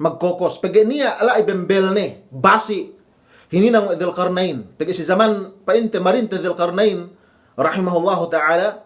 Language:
Yakan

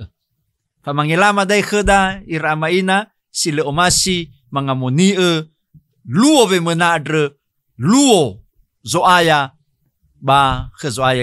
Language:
Nias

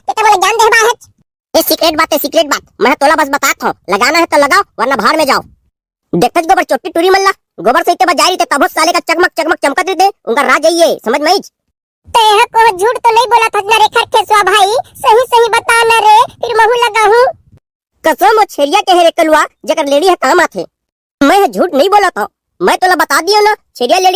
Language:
Chhattisgarhi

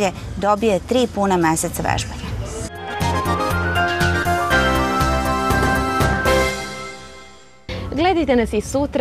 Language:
Serbian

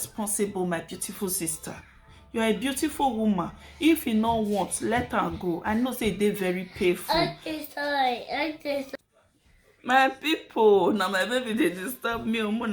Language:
Nigerian Pidgin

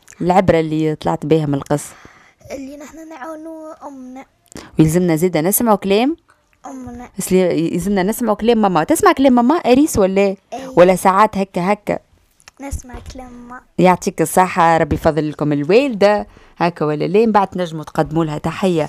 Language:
Tunisian Arabic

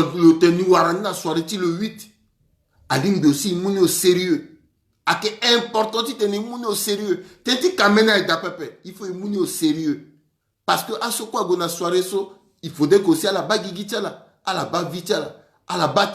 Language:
Sango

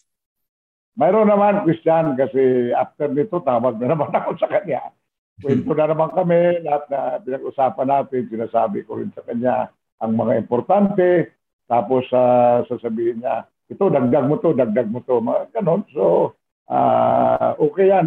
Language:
Filipino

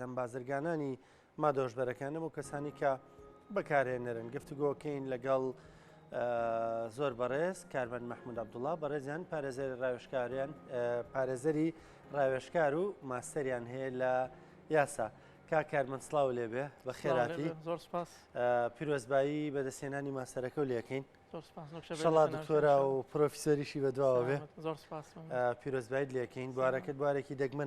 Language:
Central Kurdish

